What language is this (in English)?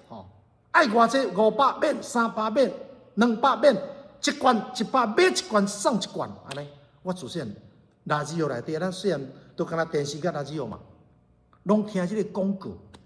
Min Nan Chinese